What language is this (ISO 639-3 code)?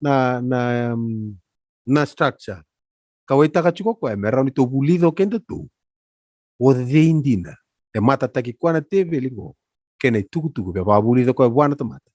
fij